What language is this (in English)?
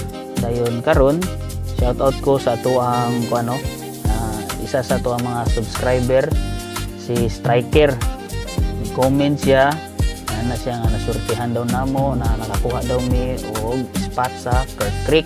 Cebuano